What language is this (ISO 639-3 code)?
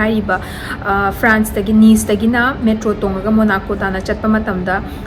mni